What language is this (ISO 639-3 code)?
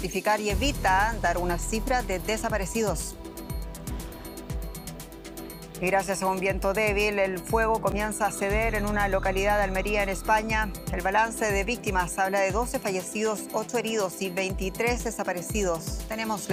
spa